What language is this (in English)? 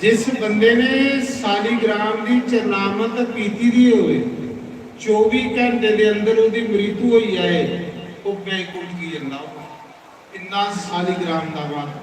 Dogri